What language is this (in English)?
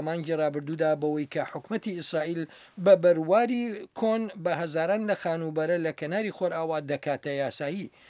Central Kurdish